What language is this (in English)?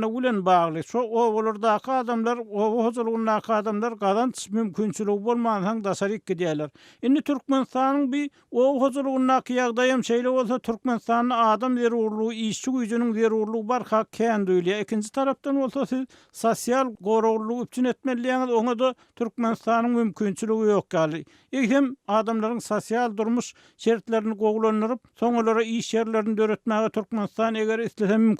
Turkmen